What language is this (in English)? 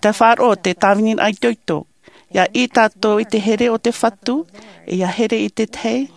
Tahitian